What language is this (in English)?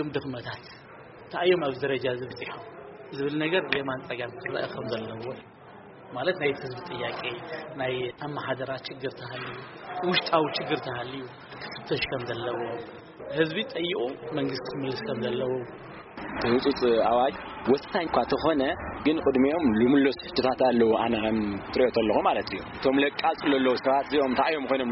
Tigrinya